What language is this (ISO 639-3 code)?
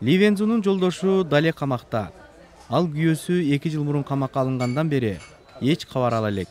kir